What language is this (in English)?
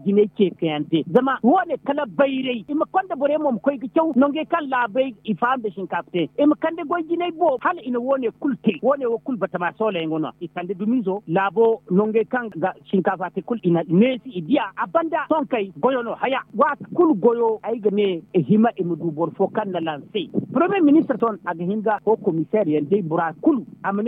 Zarma